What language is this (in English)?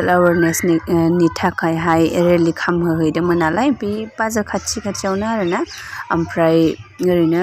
Bodo